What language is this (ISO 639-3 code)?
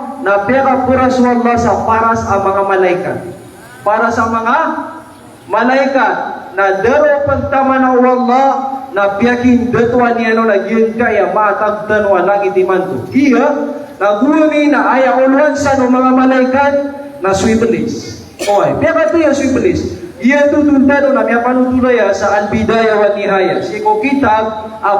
mrw